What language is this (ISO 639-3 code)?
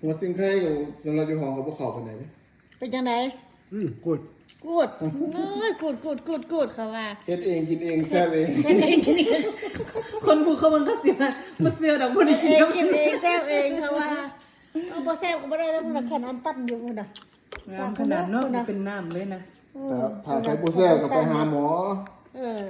lao